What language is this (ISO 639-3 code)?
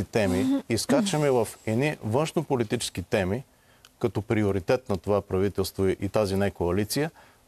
bul